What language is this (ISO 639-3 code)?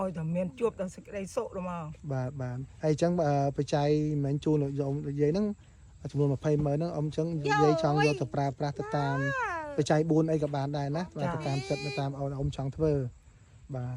khm